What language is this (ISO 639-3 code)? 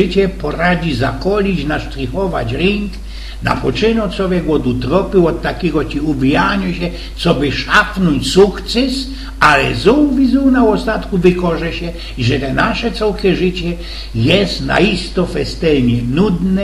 szl